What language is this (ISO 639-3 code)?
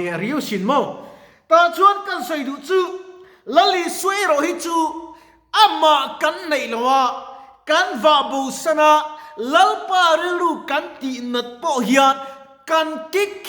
lus